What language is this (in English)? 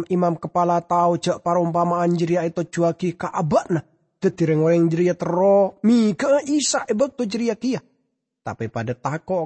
Madurese